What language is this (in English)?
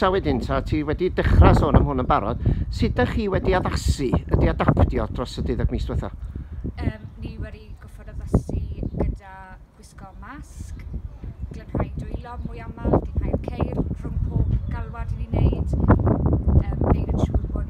Welsh